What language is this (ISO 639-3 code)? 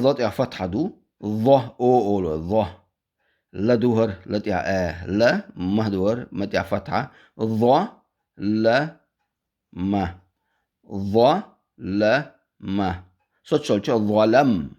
che